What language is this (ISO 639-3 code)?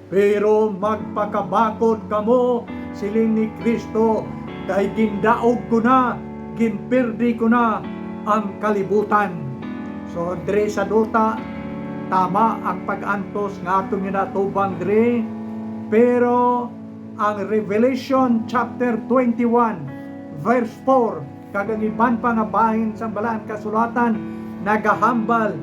hil